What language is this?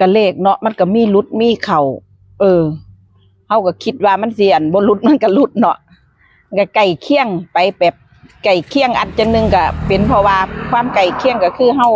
Northeastern Thai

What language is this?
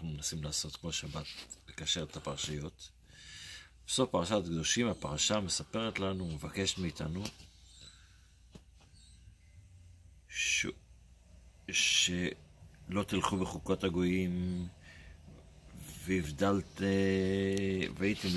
Hebrew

